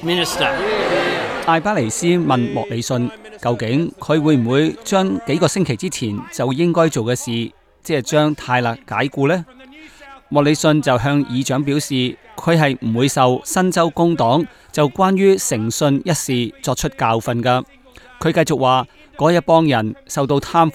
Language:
Cantonese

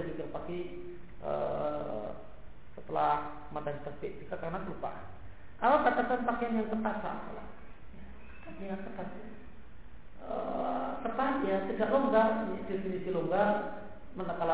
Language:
Indonesian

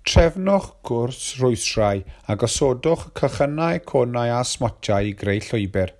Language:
Welsh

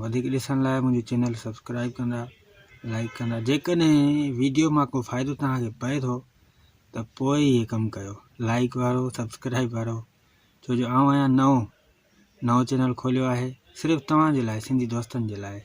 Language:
Sindhi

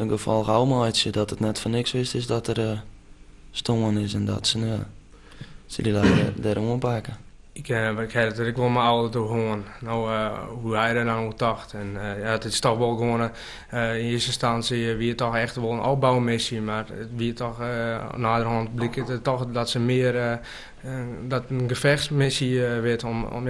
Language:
Western Frisian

